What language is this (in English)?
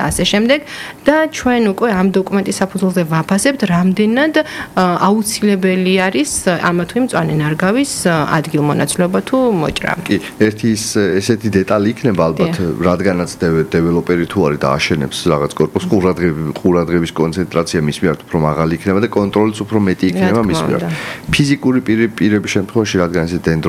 Georgian